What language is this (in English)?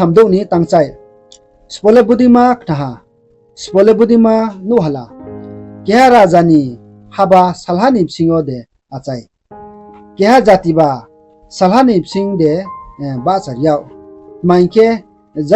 Riang (India)